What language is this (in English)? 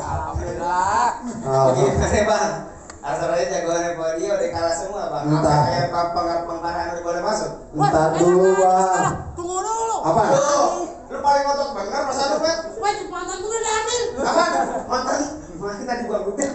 Betawi